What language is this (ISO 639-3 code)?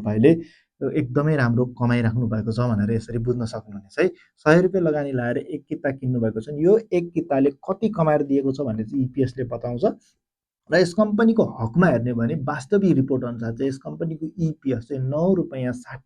nep